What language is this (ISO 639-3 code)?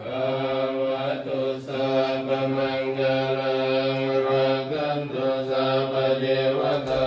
pli